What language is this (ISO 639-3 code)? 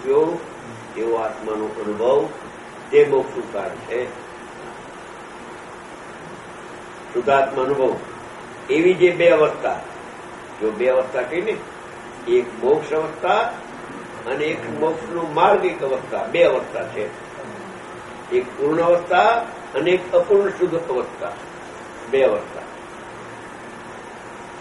guj